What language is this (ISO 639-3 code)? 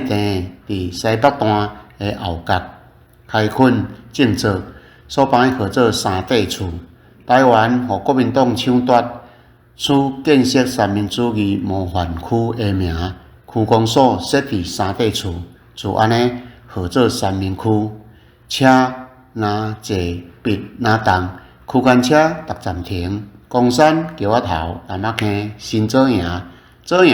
nan